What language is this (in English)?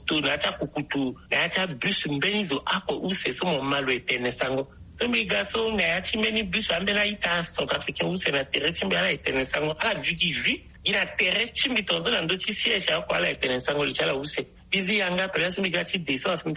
Sango